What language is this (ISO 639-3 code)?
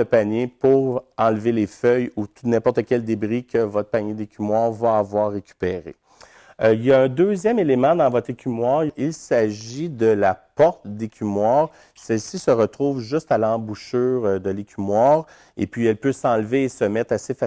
fra